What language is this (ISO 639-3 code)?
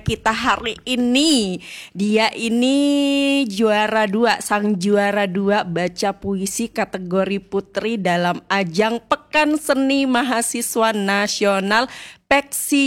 ind